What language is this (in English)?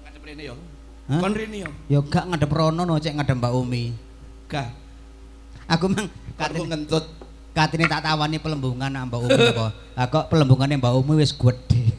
Javanese